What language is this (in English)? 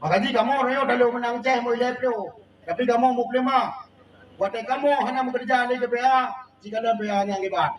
Achinese